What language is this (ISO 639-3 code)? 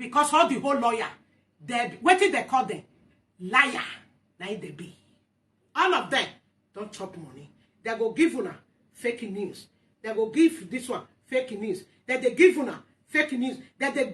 pcm